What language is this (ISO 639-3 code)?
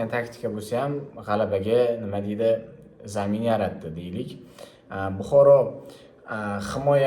uzb